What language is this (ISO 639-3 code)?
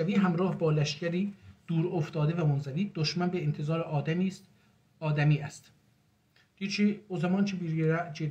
azb